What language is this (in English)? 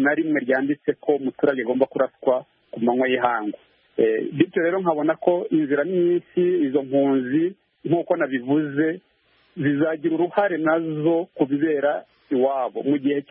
Kinyarwanda